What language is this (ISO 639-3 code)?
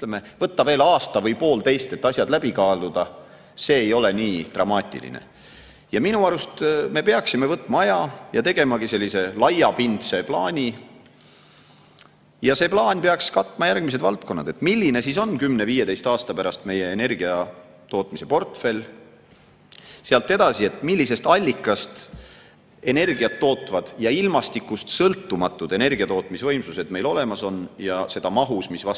est